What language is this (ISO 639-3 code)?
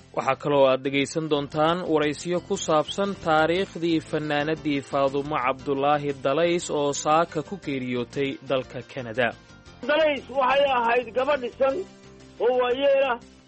som